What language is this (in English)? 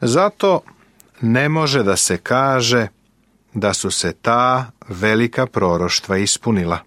Serbian